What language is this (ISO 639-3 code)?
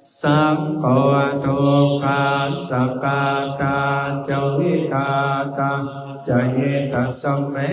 pli